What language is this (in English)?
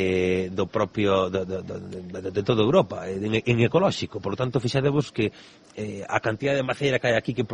Galician